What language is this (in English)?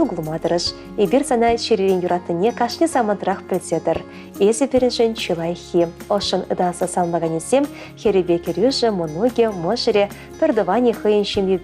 Chuvash